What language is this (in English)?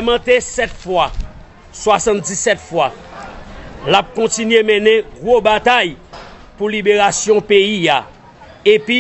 Haitian Creole